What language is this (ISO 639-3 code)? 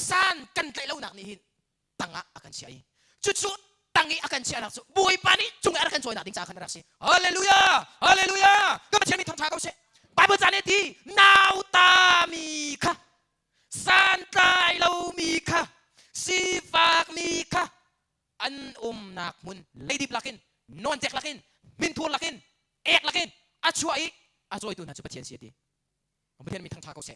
cnh